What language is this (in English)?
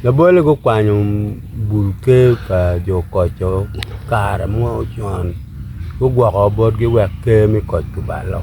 Acoli